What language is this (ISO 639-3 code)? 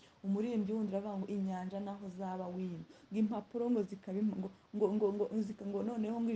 kin